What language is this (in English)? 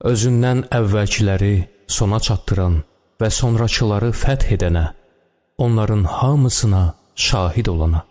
Azerbaijani